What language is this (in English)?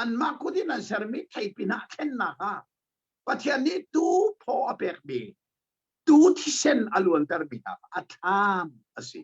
Hakha Chin